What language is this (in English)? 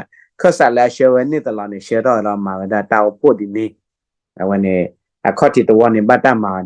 S'gaw Karen